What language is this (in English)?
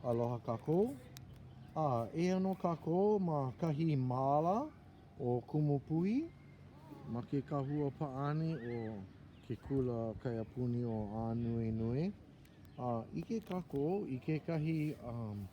Hawaiian